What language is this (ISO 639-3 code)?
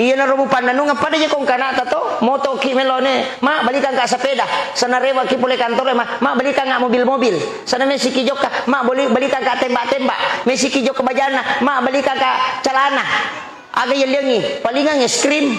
bug